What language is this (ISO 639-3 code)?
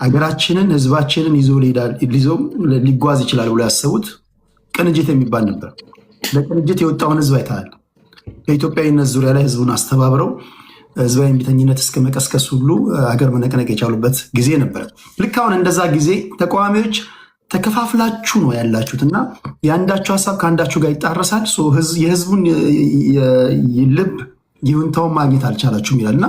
amh